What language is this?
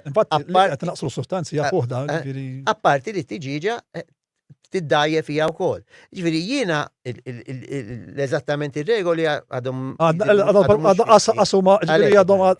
Maltese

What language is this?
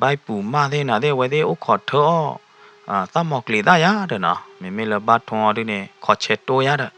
S'gaw Karen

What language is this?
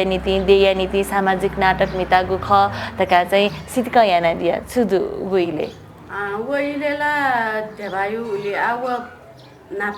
Newari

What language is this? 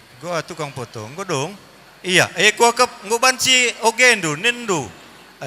Batak Karo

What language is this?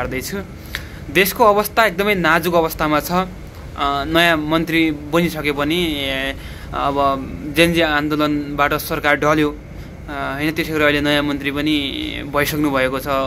Nepali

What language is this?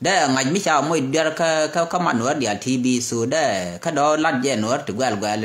Nuer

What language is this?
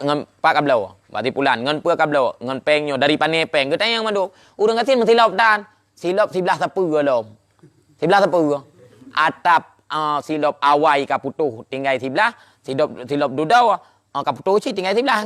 Achinese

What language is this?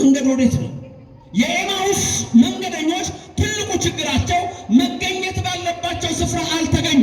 Amharic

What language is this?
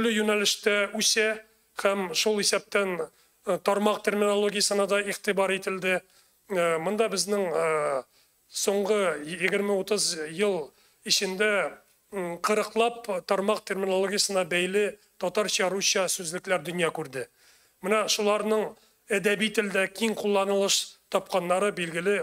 Tatar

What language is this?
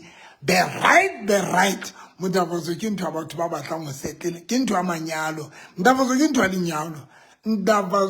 Southern Sotho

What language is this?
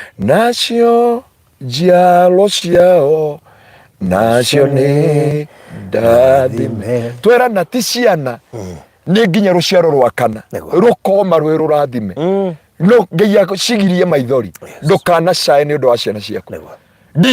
Kikuyu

